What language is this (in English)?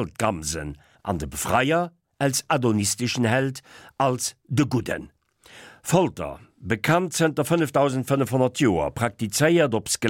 Luxembourgish